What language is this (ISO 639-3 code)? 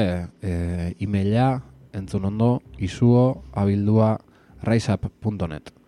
eus